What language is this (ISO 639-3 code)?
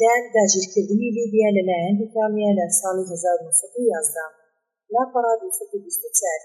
ckb